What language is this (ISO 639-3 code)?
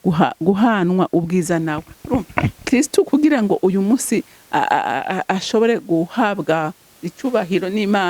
run